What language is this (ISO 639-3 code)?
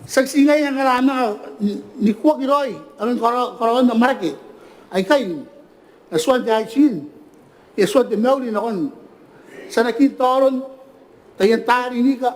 gil